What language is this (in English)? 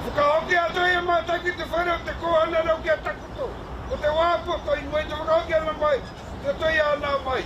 Māori